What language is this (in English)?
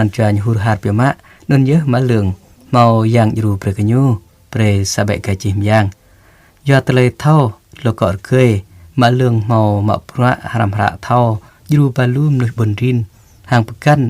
Jarai